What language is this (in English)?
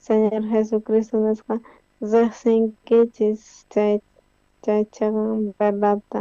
South Bolivian Quechua